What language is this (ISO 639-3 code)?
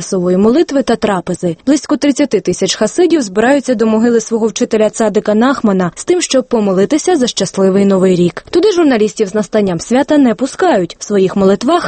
ukr